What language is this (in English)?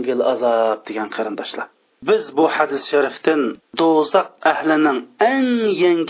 Uyghur